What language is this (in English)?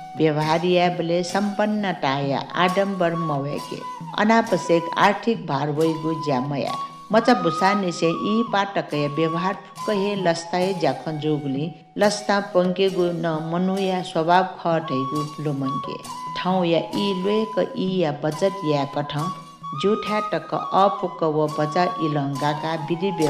Newari